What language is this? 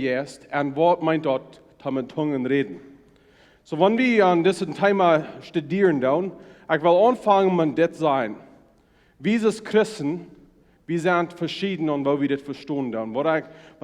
Plautdietsch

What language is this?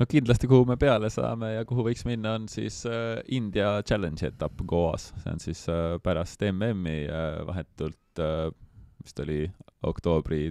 Estonian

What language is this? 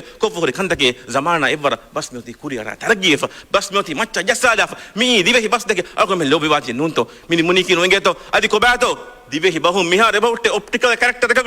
Divehi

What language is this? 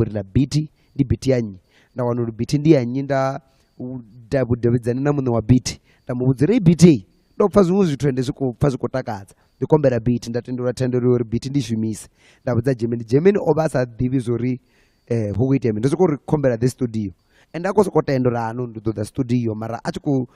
Venda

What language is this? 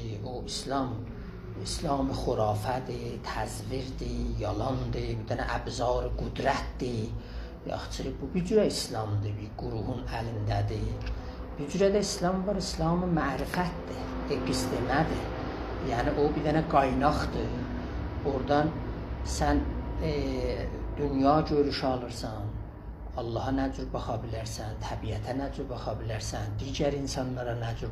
South Azerbaijani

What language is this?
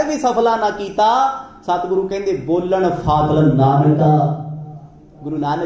Punjabi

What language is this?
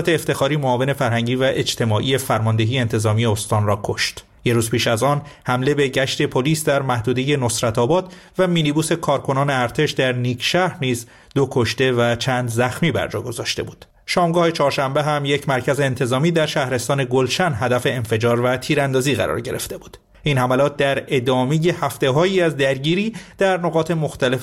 Persian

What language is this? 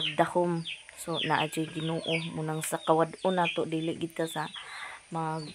Cebuano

